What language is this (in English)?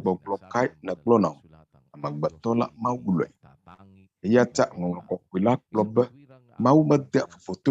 Ewe